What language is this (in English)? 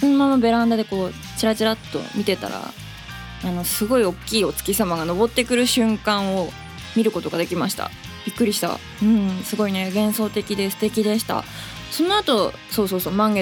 Japanese